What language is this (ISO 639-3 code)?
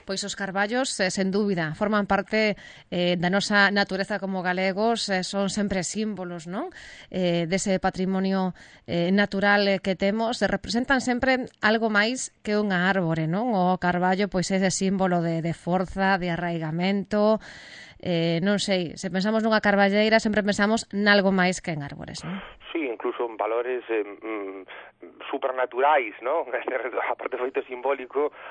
glg